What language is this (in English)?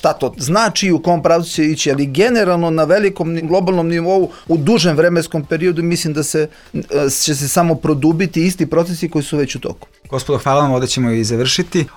Serbian